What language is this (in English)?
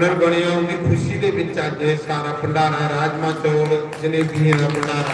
Dogri